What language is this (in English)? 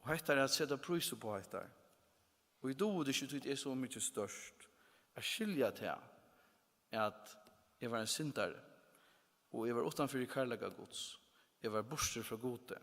Faroese